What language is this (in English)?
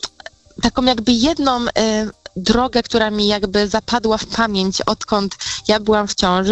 Polish